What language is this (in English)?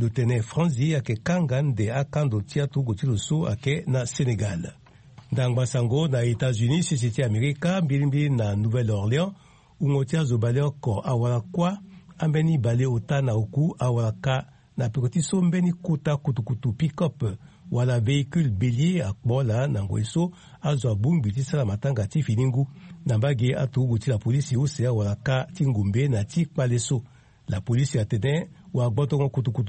Sango